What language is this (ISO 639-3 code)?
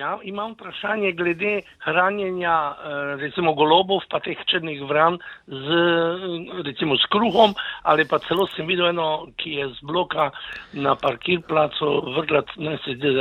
slv